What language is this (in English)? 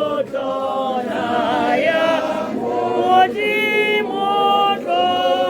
Tswana